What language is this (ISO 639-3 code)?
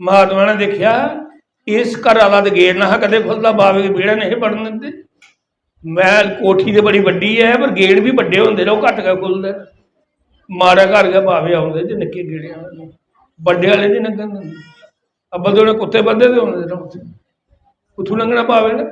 doi